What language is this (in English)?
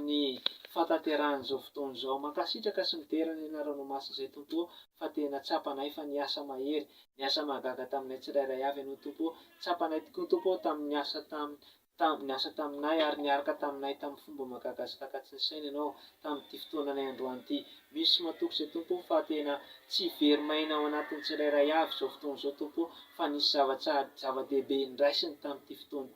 Malagasy